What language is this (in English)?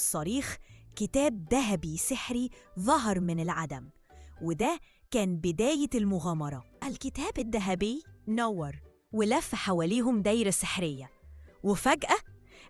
Egyptian Arabic